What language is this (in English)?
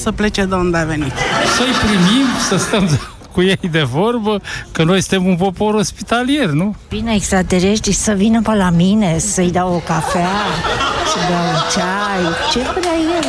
Romanian